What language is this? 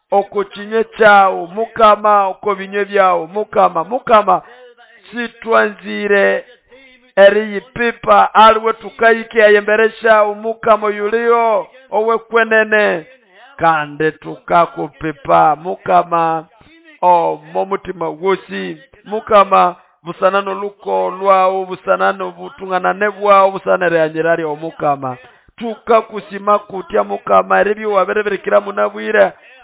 Nande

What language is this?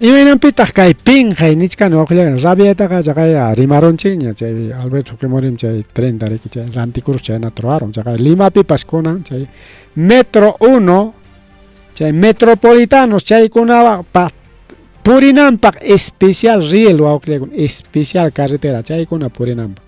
Ayacucho Quechua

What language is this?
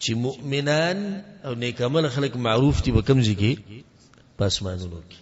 Pashto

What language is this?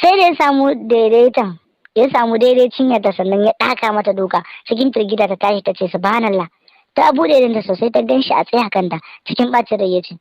Hausa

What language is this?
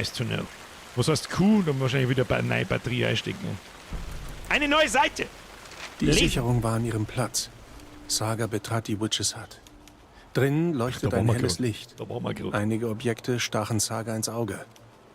Bavarian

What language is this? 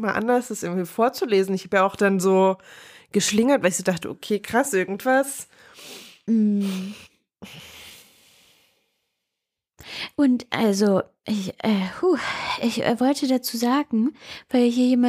German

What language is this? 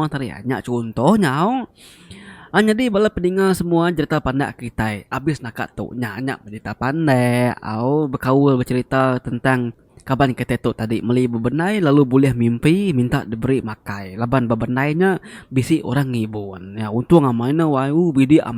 Iban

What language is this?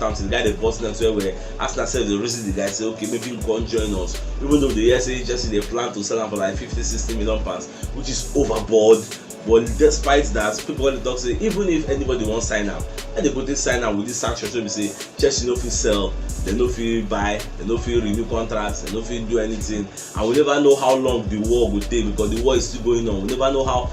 Nigerian Pidgin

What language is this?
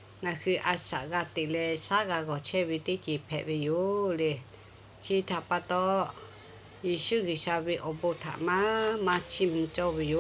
Lahu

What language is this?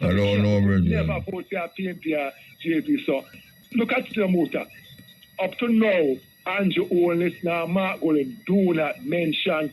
Jamaican Creole English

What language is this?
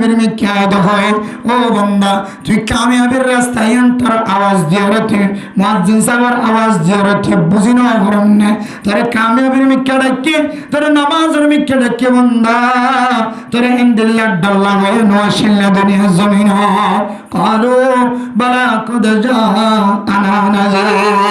Rohingya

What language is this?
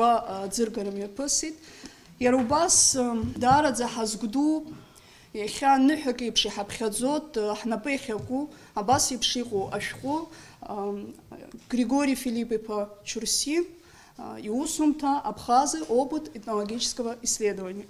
Abkhazian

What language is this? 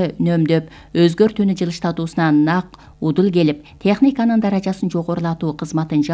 Kyrgyz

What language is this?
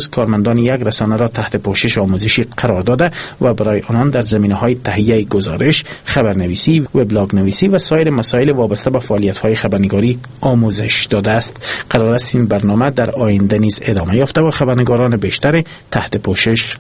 Persian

